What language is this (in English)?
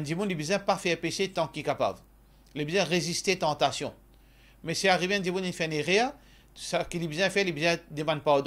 Morisyen